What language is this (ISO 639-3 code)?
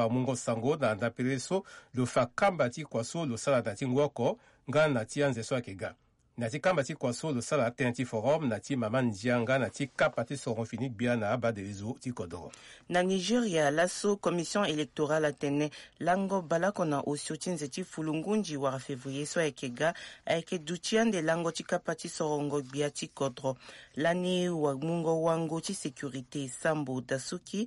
sag